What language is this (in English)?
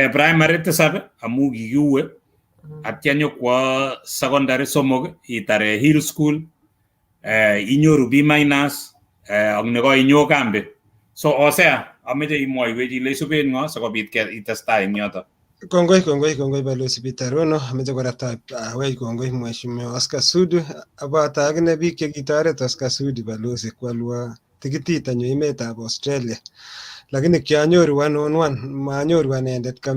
Kalenjin